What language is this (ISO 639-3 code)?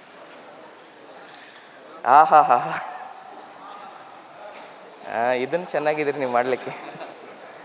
kan